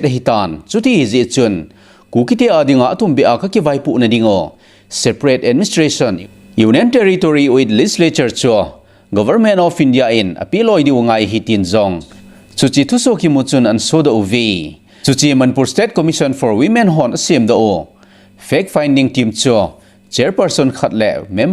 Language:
Thado Chin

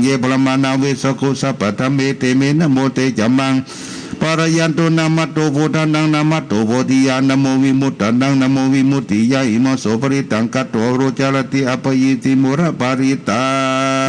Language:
Pali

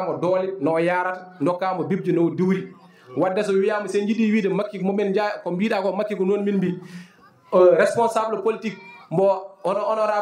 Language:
Fula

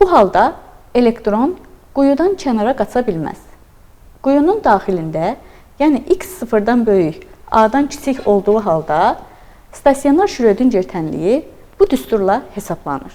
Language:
Azerbaijani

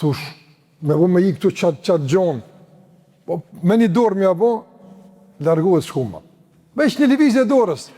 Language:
Albanian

